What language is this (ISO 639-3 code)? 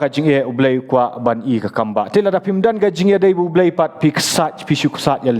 kha